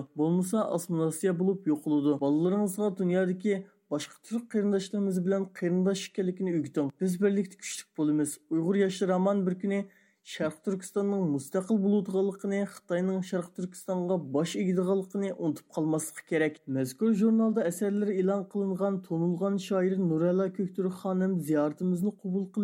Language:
Uyghur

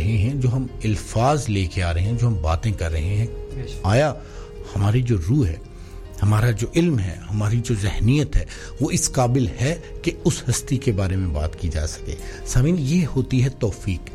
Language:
Urdu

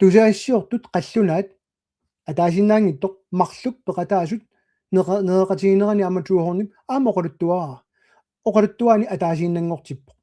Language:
Kalaallisut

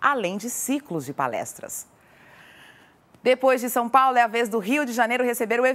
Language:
Portuguese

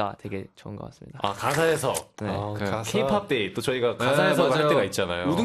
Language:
Korean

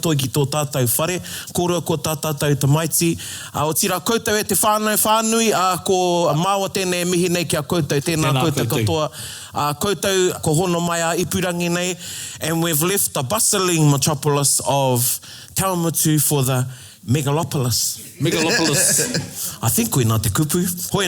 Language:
Māori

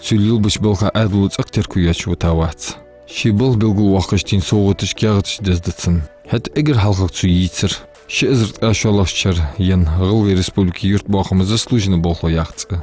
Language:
Ingush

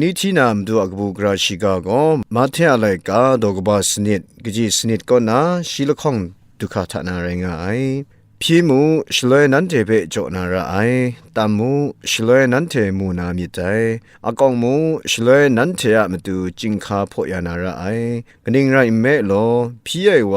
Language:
Kachin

